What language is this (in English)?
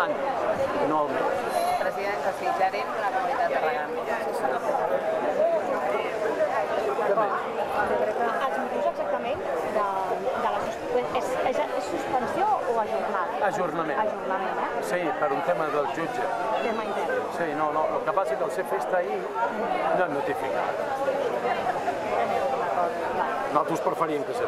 Catalan